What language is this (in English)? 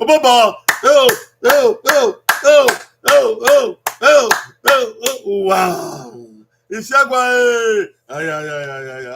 Bini